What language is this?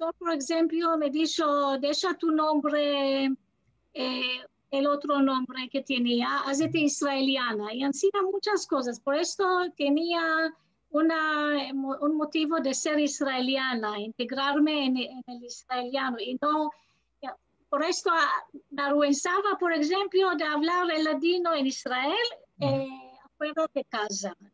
Ladino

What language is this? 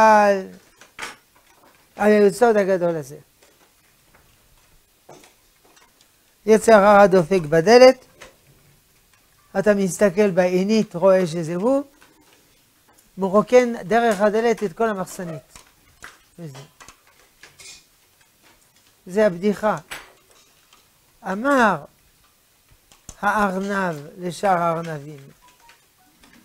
Hebrew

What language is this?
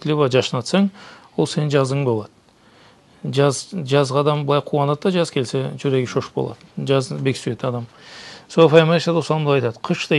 Karachay-Balkar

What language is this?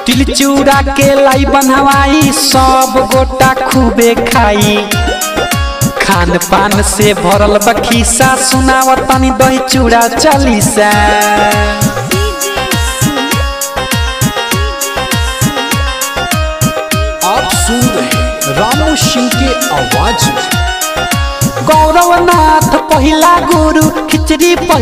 Bhojpuri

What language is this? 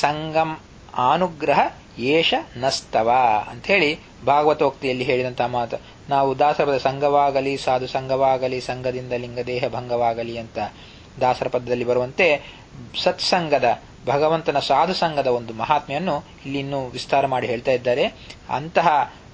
Kannada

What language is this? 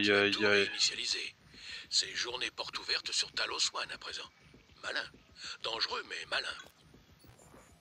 French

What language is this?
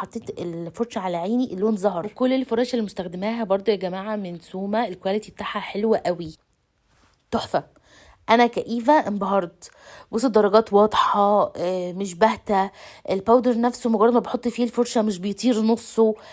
Egyptian Arabic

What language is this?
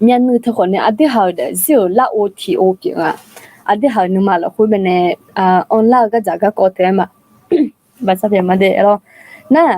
Akha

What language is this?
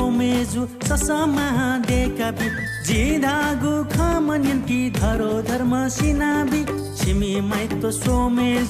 Newari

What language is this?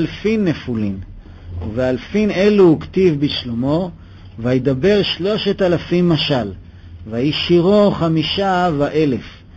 Hebrew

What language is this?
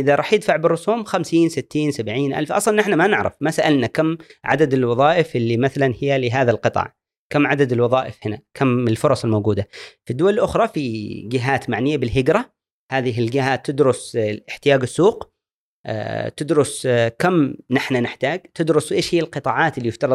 Gulf Arabic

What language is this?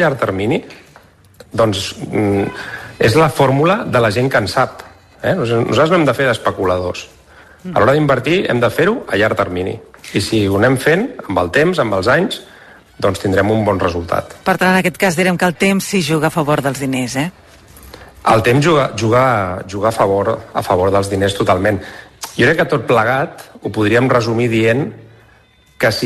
Catalan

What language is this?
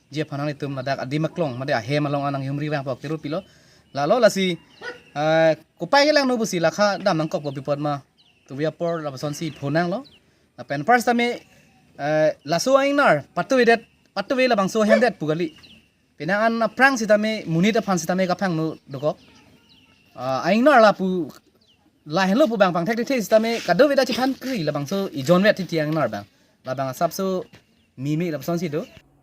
Karbi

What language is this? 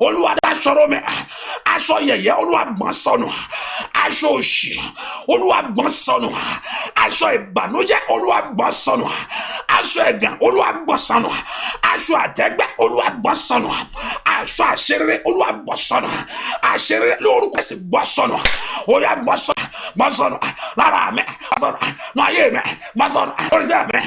Yoruba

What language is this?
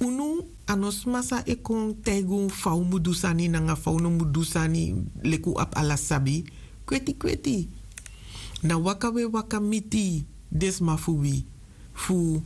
Sranan Tongo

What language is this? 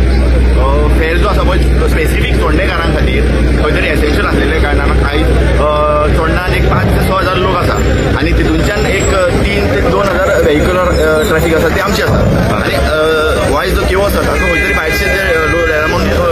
Konkani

